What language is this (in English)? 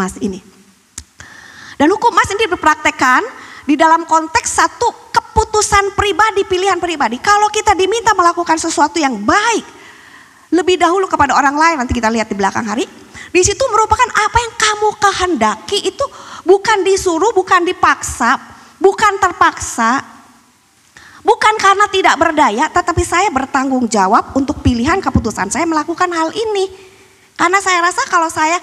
Indonesian